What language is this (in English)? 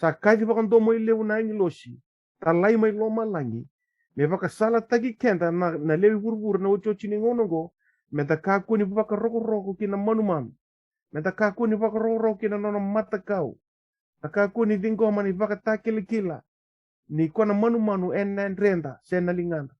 Fijian